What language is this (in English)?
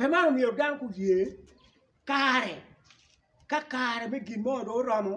Acoli